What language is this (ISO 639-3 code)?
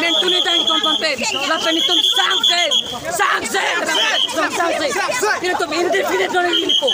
mjw